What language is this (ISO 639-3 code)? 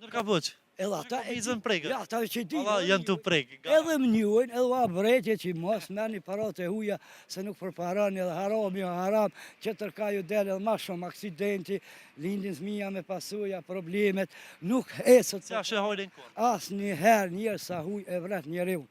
sqi